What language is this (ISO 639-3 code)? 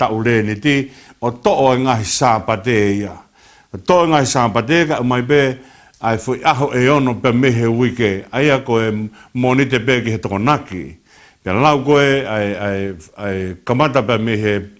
ton